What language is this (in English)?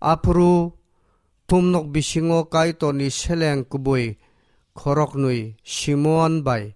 Kok Borok